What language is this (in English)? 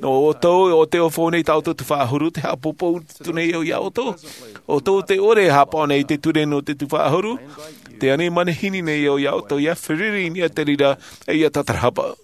Tahitian